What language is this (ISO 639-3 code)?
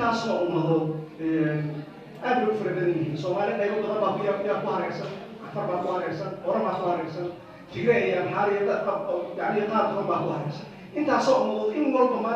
som